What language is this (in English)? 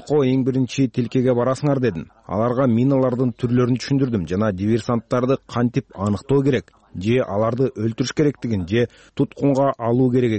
Kyrgyz